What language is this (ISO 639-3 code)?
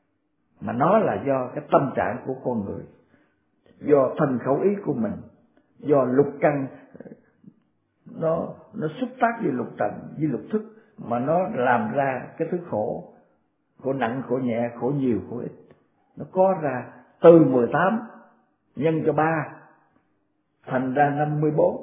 vie